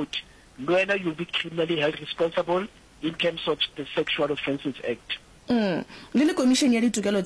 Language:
Northern Sotho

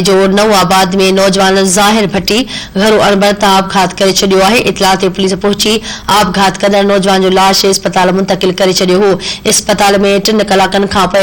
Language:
Sindhi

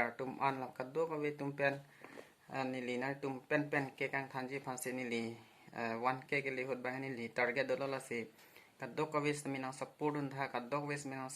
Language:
Karbi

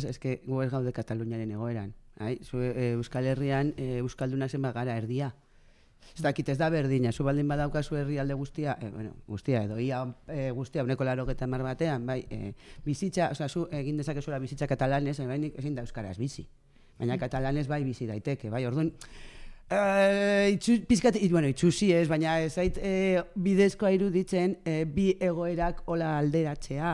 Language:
Basque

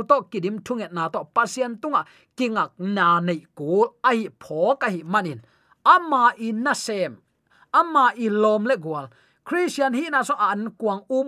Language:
Tedim Chin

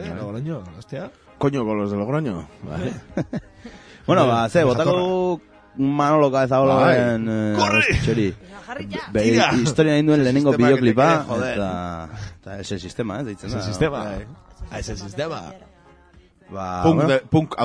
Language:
Basque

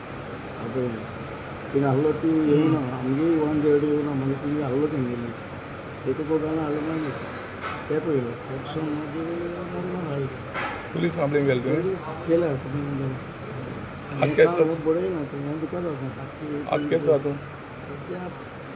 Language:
Konkani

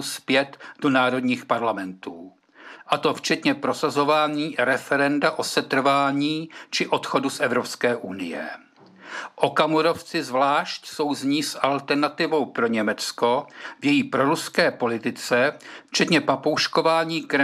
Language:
Czech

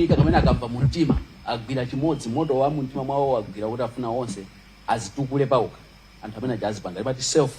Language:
Nyanja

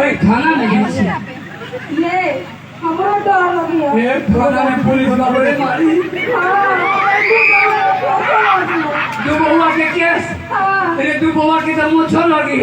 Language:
Maithili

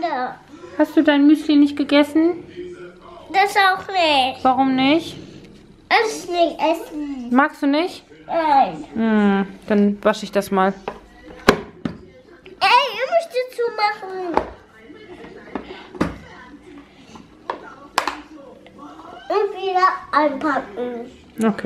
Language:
German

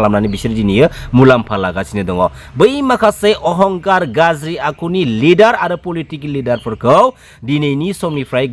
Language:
Bodo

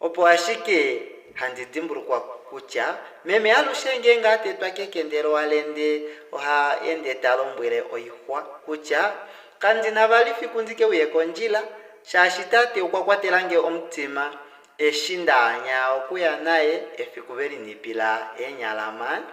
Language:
Kuanyama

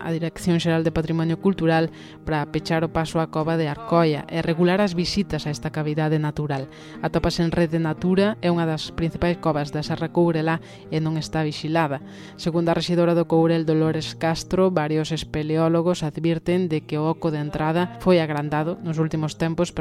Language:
Galician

